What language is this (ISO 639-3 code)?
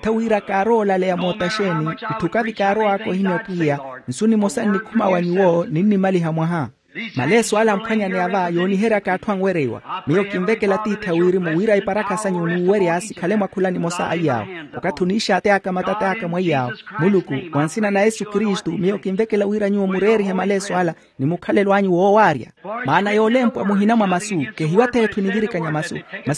vmw